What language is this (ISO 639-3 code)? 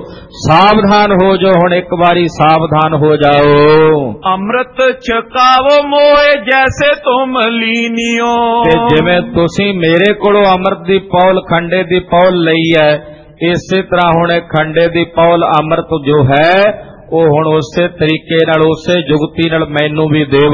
pan